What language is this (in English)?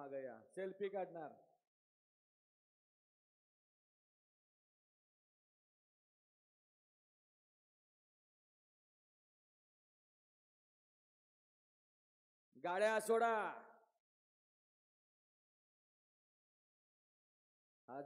Marathi